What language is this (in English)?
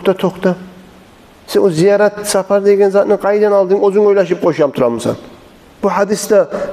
Kumyk